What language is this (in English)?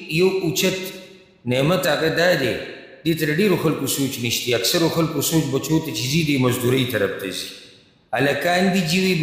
Pashto